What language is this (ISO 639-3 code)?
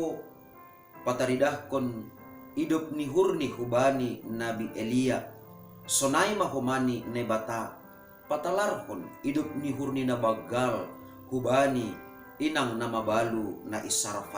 bts